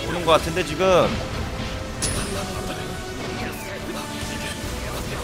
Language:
Korean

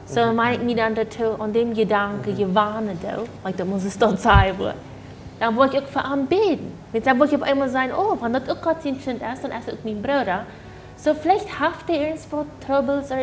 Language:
Plautdietsch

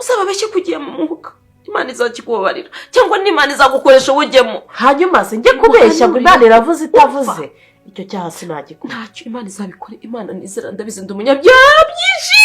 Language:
Kinyarwanda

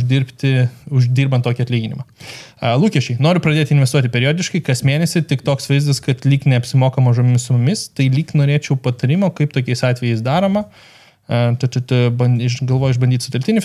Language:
Lithuanian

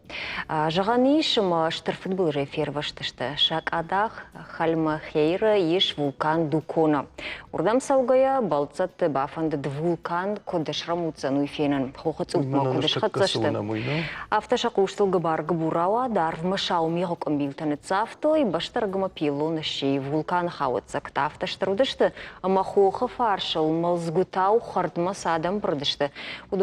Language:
Ossetic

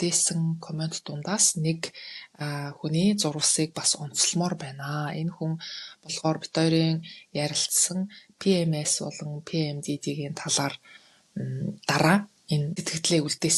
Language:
Mongolian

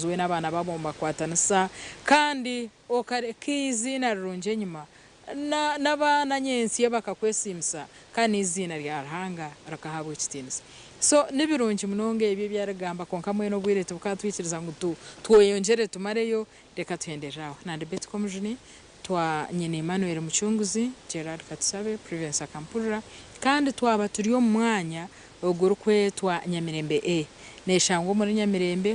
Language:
Nyankole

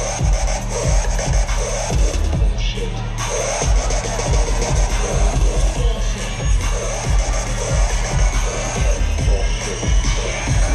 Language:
English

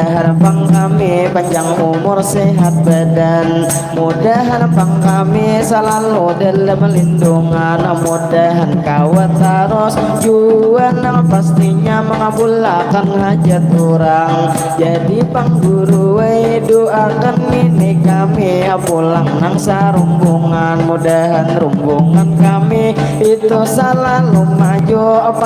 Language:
Banjar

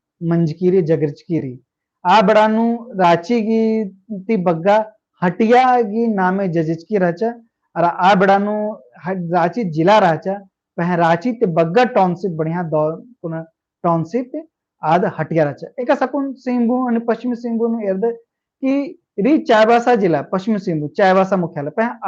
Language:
Kurukh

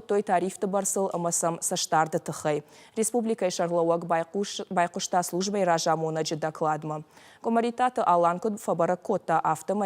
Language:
Ossetic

